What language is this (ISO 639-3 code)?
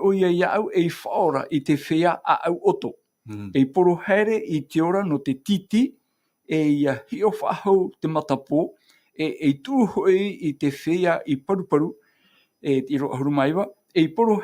tah